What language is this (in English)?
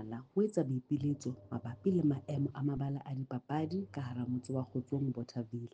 Southern Sotho